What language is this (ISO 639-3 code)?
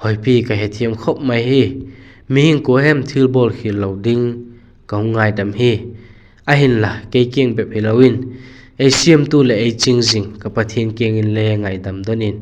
vap